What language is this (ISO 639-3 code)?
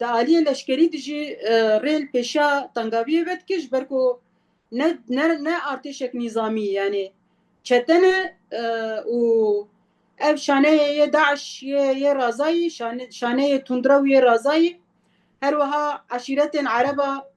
kur